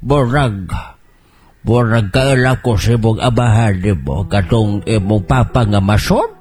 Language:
Cebuano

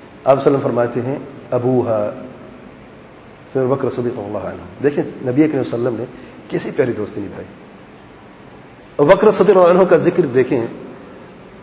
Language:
Urdu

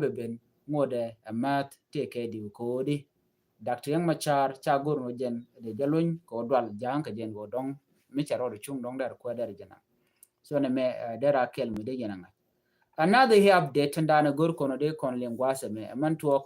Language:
Nuer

